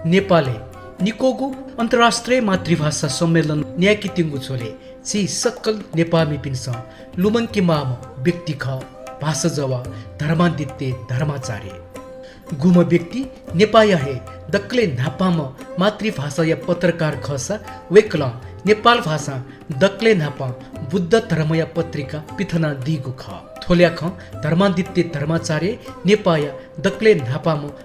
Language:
Newari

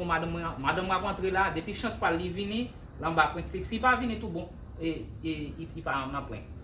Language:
Haitian Creole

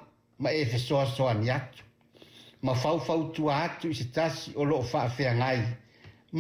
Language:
Samoan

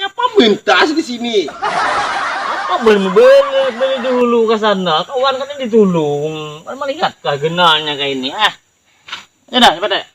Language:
Banjar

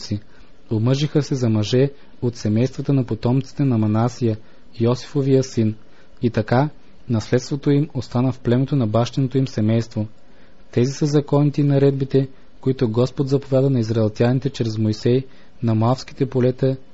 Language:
Bulgarian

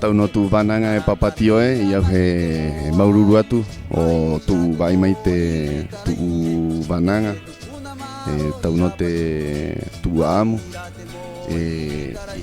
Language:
Rapanui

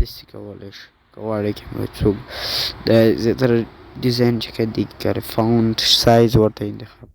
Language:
Pashto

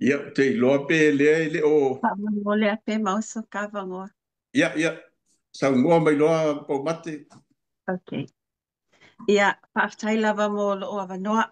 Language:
Samoan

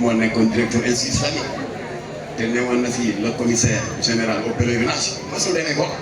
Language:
Wolof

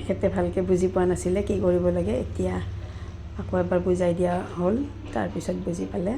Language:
Assamese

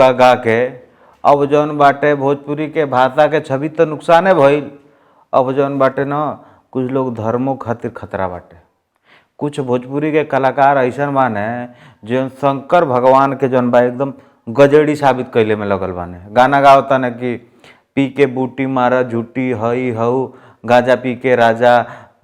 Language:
Bhojpuri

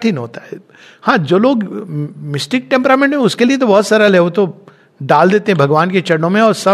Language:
Hindi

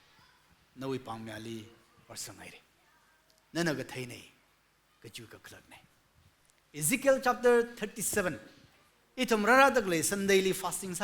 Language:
Tangkhul Naga (India)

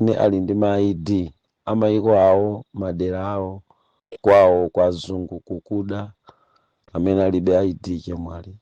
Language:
Nyanja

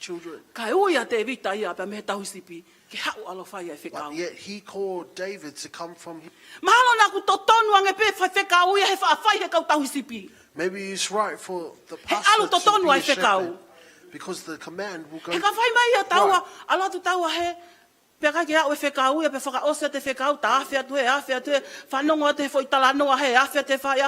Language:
Tongan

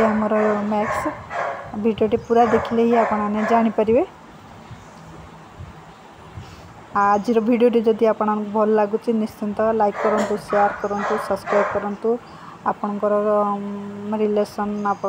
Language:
Odia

